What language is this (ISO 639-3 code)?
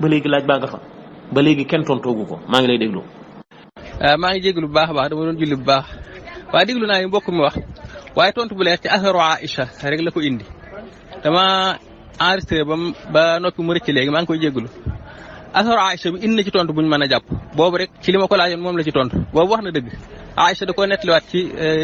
wol